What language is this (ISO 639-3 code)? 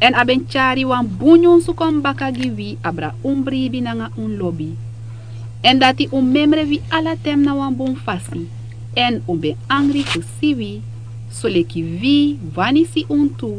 srn